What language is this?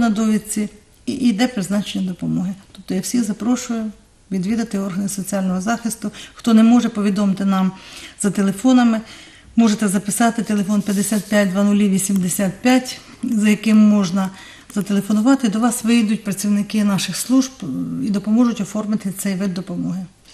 Ukrainian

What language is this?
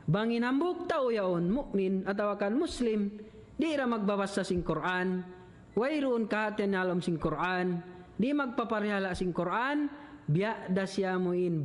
Tausug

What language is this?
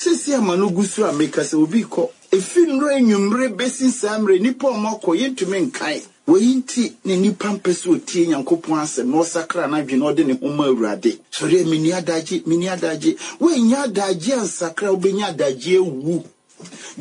Akan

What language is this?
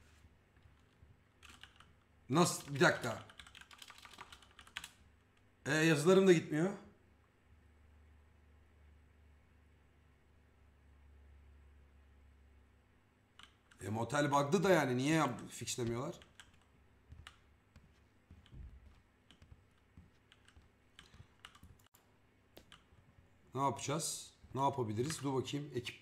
Turkish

